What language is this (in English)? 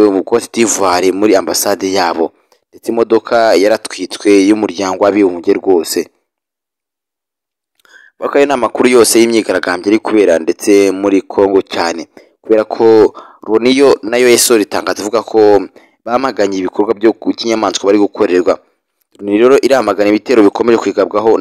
Kinyarwanda